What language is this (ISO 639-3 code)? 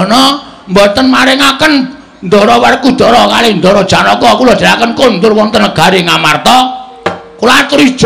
jav